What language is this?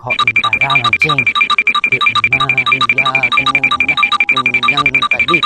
Madurese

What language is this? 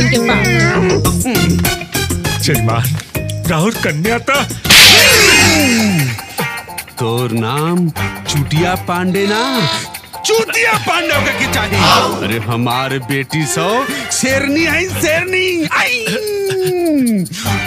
Bhojpuri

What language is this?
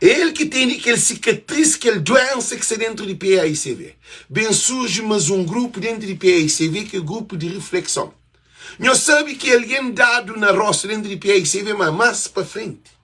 Kabuverdianu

